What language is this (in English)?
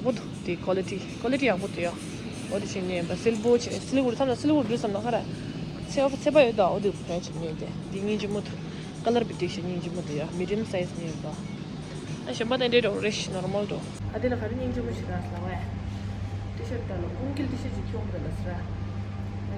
Tibetan